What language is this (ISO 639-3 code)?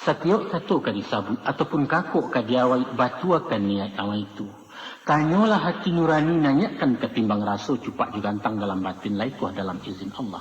min